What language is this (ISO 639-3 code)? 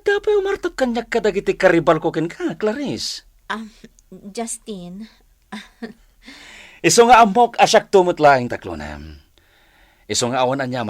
ilo